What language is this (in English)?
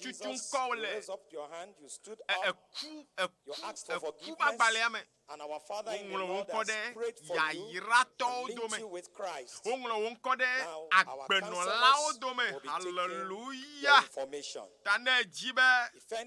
Ewe